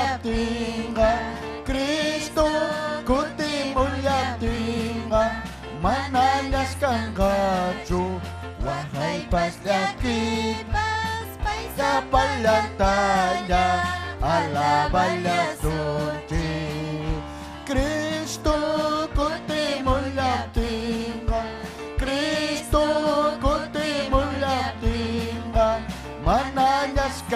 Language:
Ayacucho Quechua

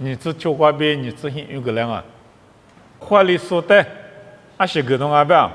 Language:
Lisu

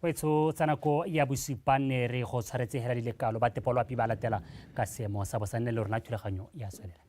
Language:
Tswana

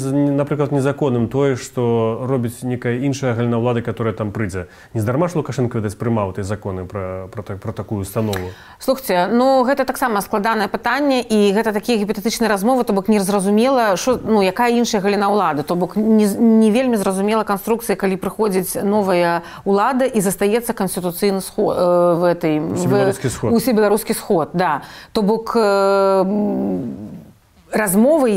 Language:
Belarusian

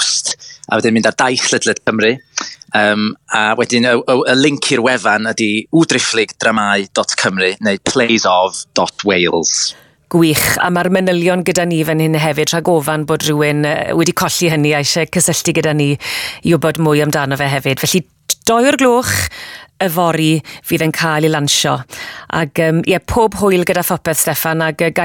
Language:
Welsh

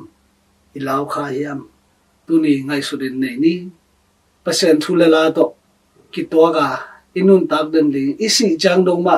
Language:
Tedim Chin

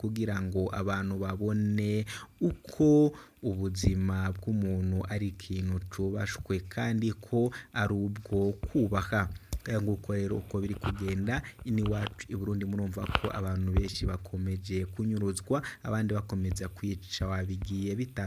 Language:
Rundi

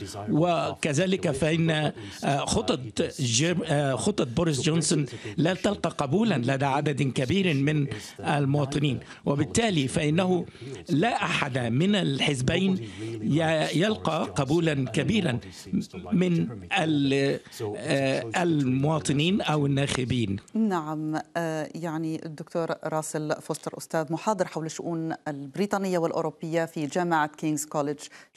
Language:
Arabic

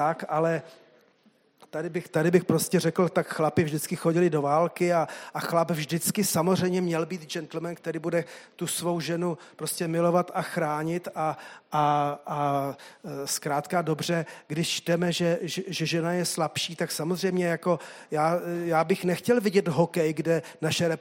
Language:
Czech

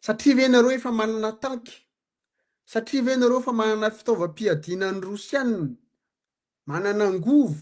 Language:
Malagasy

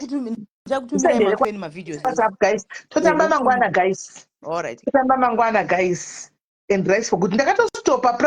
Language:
Shona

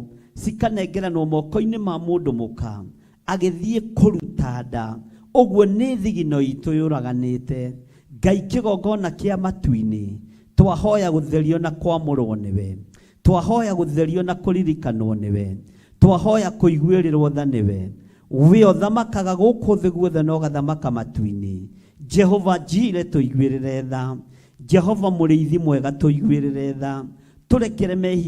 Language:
Kikuyu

